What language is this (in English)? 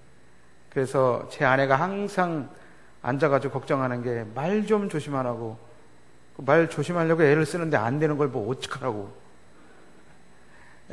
Korean